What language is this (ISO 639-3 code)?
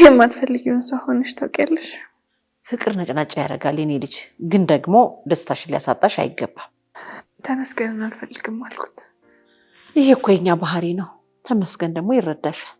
amh